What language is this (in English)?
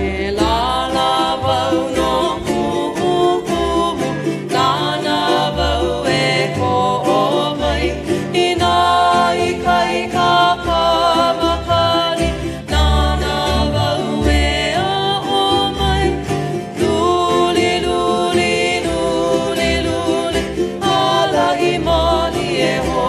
Hawaiian